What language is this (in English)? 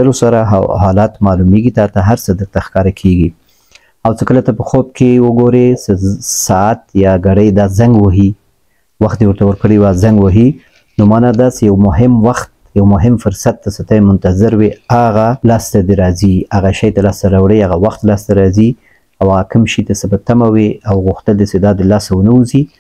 Pashto